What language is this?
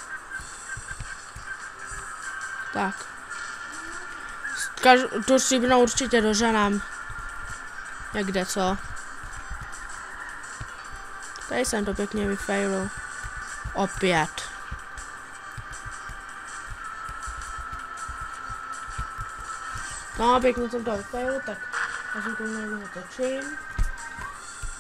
Czech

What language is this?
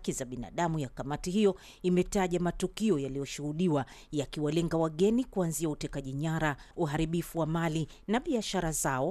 Swahili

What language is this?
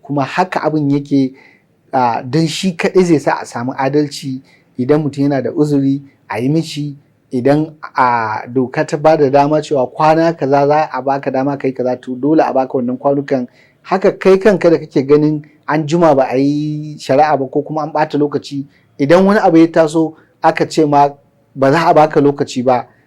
Hausa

